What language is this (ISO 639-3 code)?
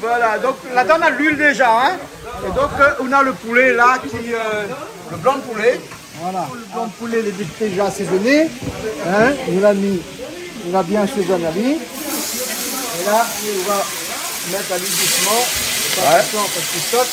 rcf